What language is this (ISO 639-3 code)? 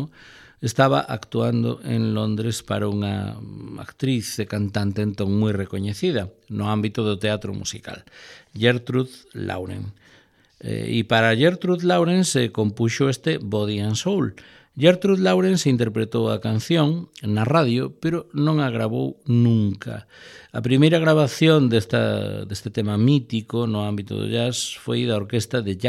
glg